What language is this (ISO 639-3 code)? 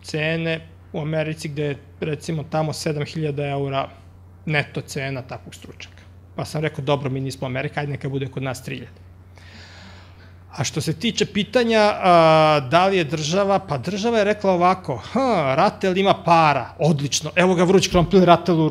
srp